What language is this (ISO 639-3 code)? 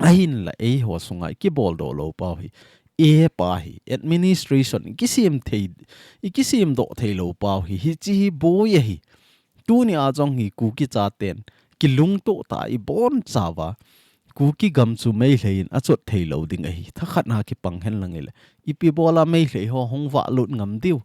tcz